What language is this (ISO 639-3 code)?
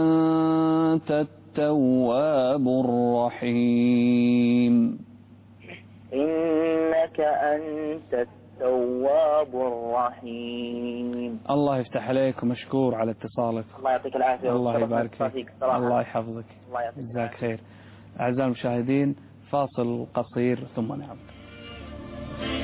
ara